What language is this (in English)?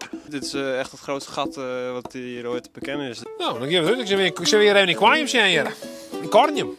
Western Frisian